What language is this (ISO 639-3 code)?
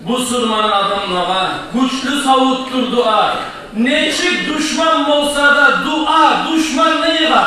kum